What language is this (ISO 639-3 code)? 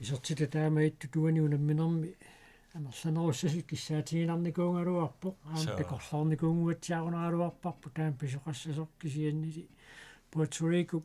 kal